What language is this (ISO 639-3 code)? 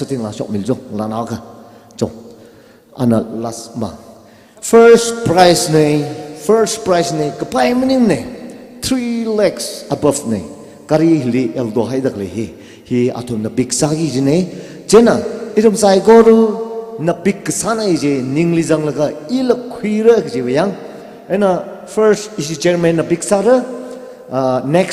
nmf